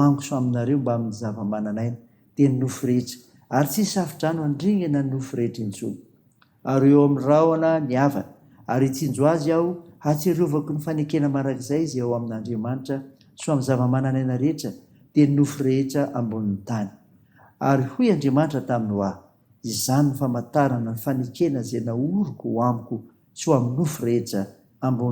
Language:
Malagasy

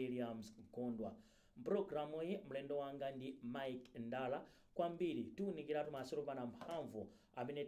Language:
Nyanja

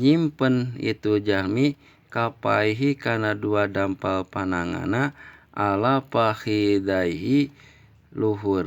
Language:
Sundanese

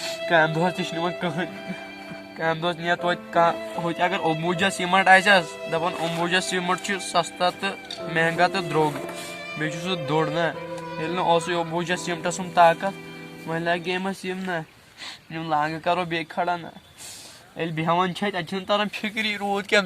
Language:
Kashmiri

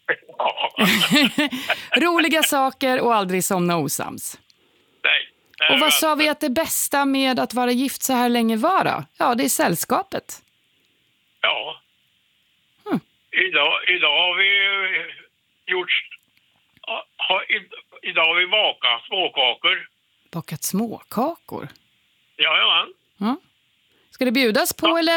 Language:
Swedish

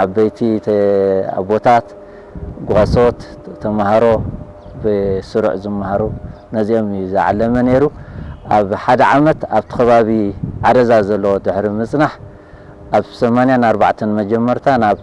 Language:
Tigrinya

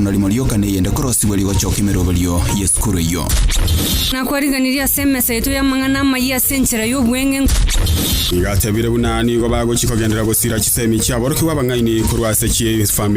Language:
Gusii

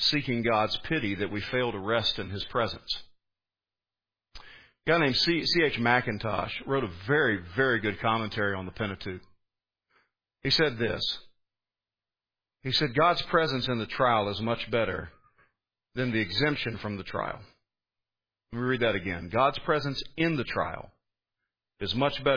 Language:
English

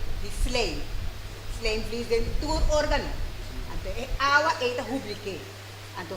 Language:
Papiamento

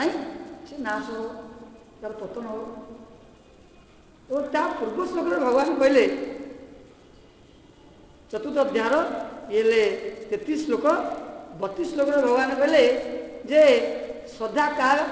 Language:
Odia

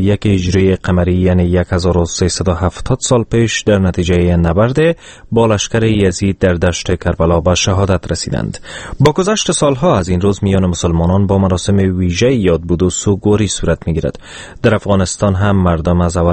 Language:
Persian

